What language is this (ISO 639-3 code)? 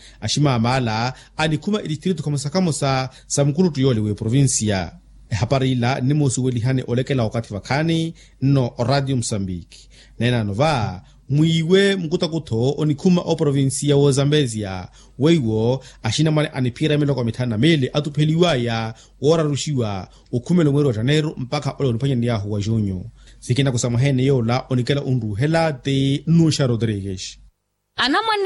vmw